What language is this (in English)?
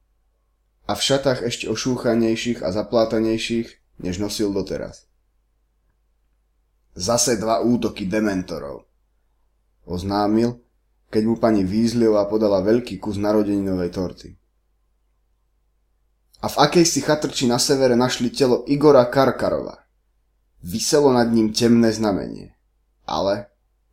Slovak